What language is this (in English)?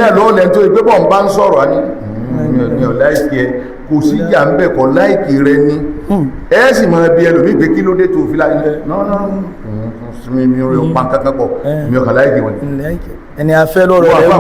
Yoruba